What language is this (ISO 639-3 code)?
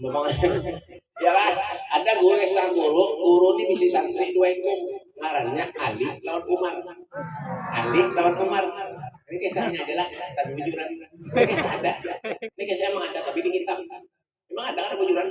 bjn